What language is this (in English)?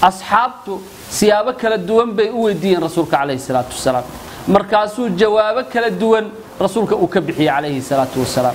Somali